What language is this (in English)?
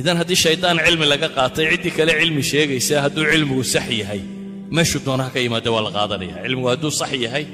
Somali